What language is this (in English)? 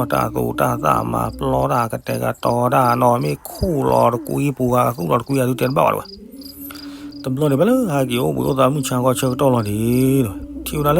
S'gaw Karen